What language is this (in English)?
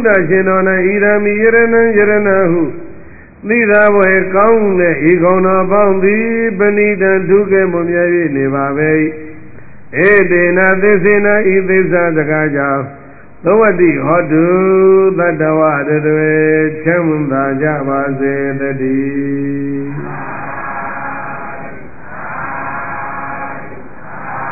Burmese